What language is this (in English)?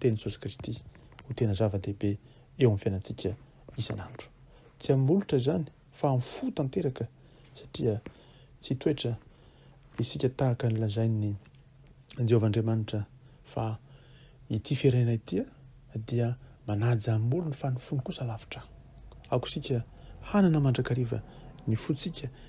Malagasy